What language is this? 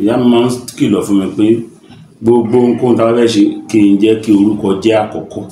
Yoruba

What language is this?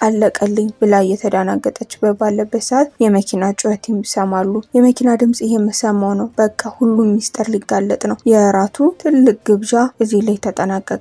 Amharic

